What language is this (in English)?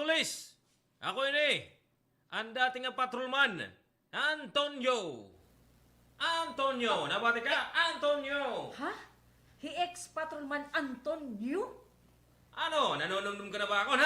Waray